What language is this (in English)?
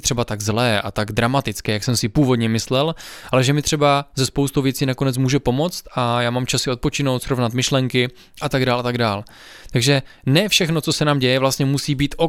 Czech